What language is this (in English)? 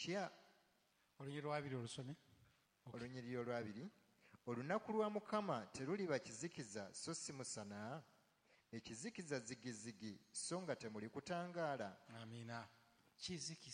Ganda